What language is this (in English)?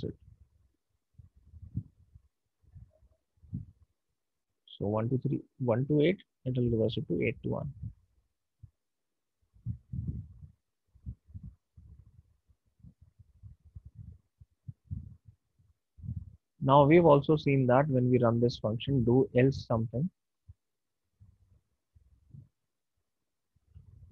English